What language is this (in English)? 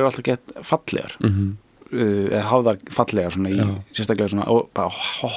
Icelandic